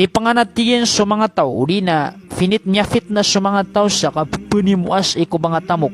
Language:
Maranao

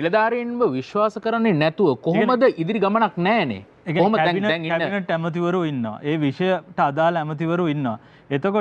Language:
Sinhala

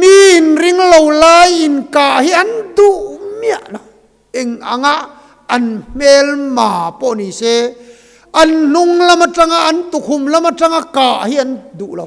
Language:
Mizo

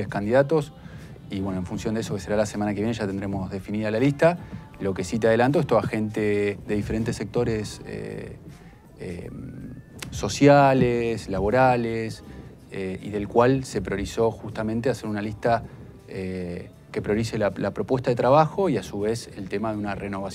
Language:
Spanish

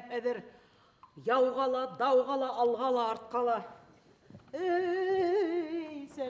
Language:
Bashkir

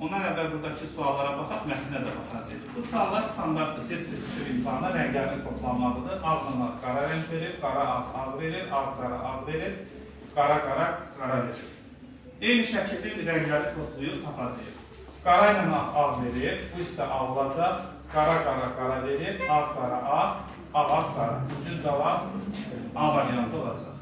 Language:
Azerbaijani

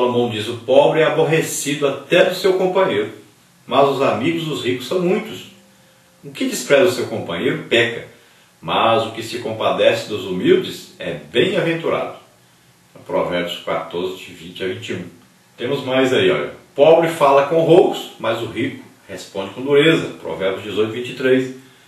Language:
Portuguese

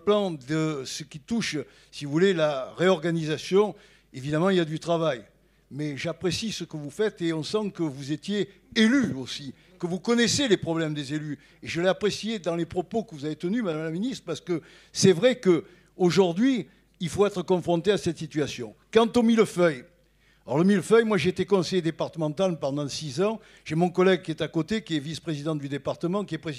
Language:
French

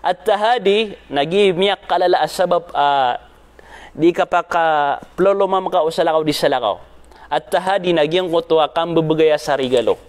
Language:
Maranao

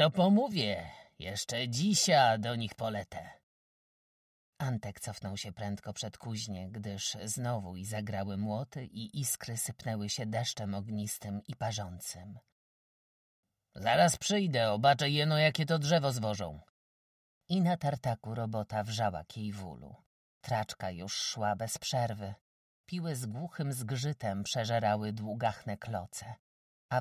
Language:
Polish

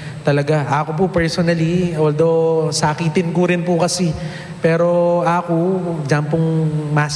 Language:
Pampanga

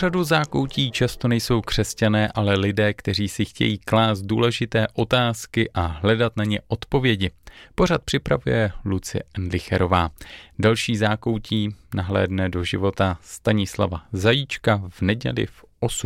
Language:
Czech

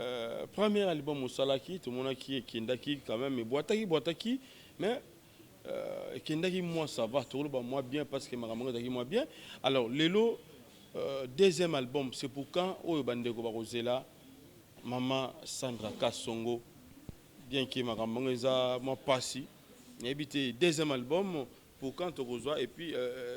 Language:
Lingala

